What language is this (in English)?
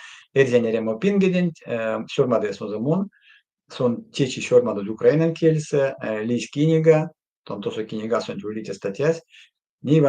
Erzya